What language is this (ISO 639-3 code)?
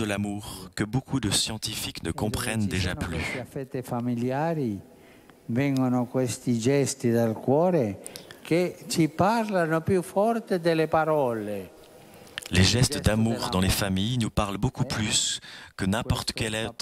fra